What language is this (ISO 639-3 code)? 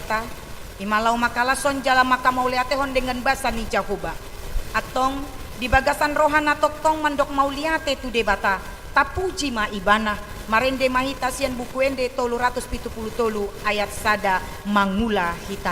bbc